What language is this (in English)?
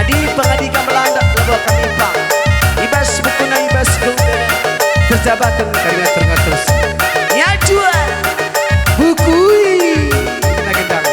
Batak Karo